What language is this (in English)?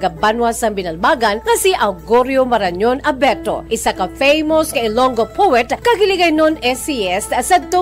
Hiligaynon